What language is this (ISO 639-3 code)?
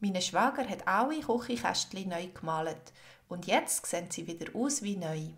gsw